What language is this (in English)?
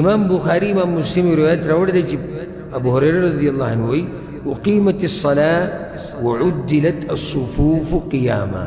Pashto